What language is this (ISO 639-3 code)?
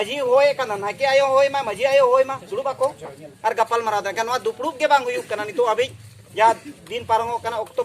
sat